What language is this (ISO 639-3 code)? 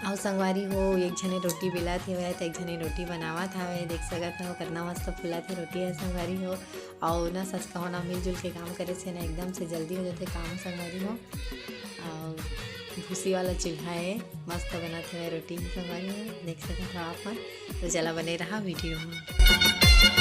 hne